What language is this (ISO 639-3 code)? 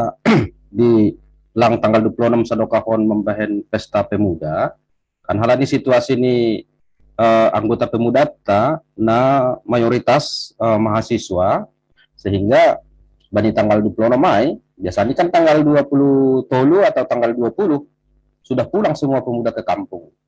bts